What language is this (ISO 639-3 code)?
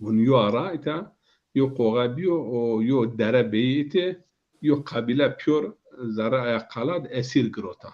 zza